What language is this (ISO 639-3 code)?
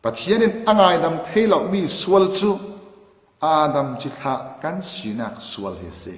cfm